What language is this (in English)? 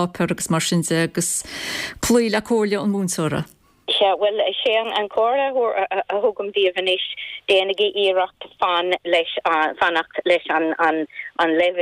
Irish